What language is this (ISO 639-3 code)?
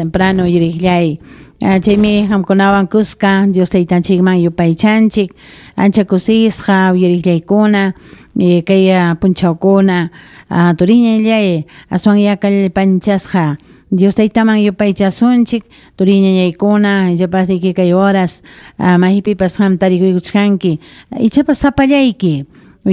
quy